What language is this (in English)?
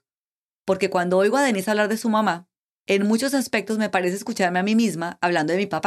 Spanish